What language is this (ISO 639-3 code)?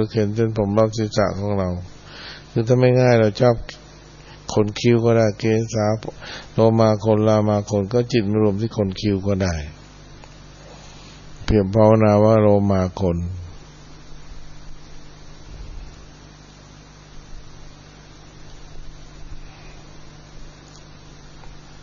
tha